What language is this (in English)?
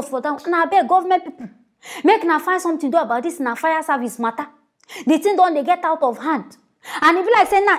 Nigerian Pidgin